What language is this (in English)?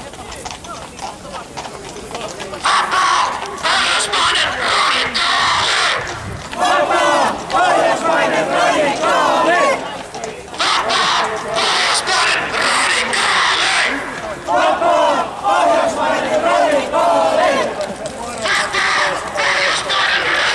Finnish